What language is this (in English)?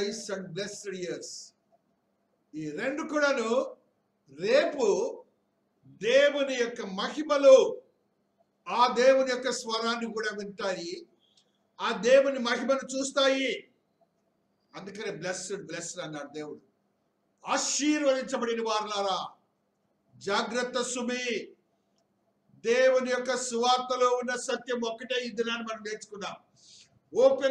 Telugu